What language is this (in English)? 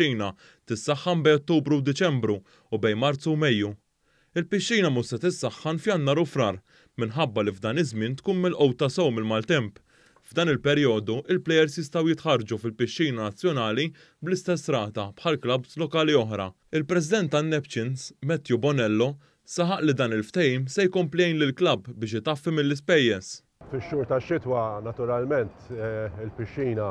Maltese